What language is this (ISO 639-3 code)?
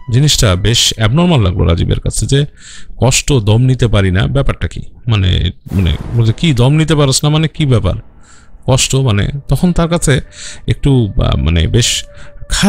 ben